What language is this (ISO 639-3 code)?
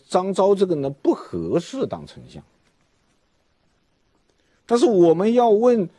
zho